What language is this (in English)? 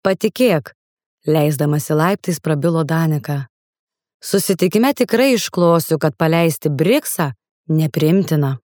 Lithuanian